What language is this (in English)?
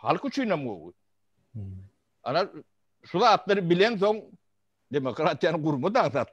Turkmen